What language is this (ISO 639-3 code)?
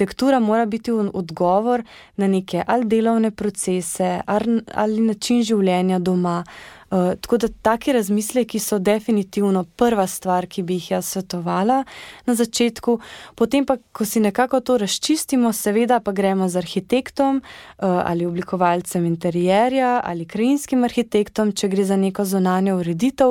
slv